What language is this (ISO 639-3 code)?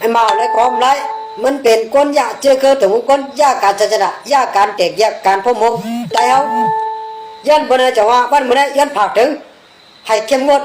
shn